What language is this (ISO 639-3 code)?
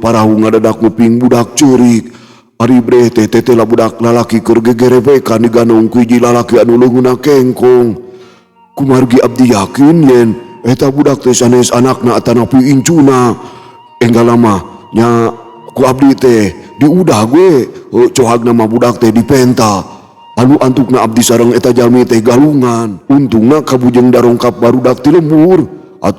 sun